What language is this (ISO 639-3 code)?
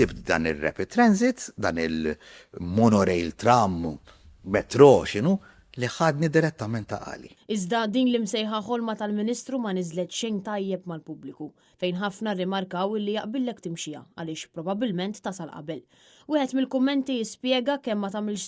mlt